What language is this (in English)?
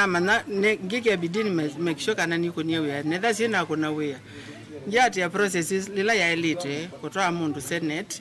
Kamba